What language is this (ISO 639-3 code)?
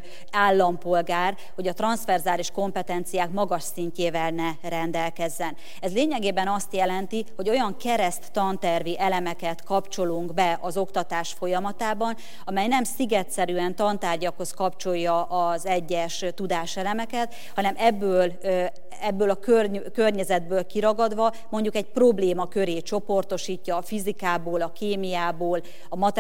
hun